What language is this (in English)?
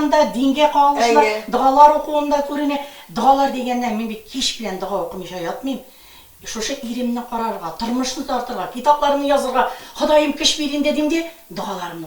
Tatar